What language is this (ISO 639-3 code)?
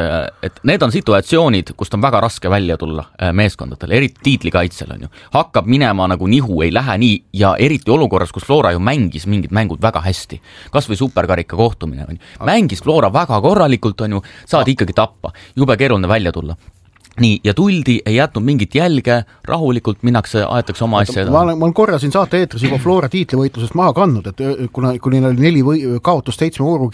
est